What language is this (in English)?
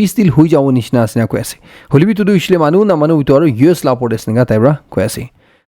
Naga Pidgin